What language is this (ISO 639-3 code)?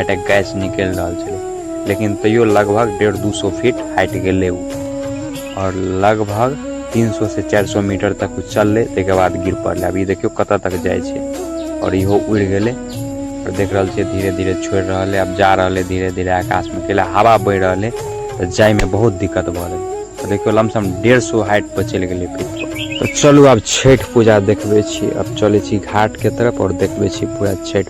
mai